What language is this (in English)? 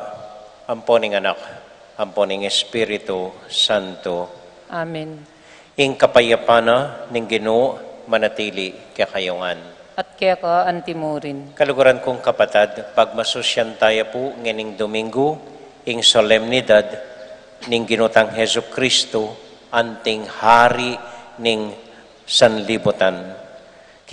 Pampanga